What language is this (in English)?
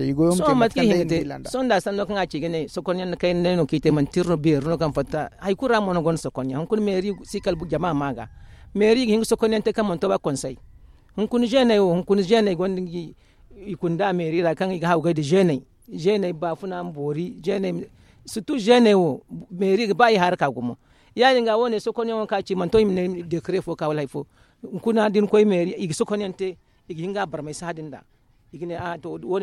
Zarma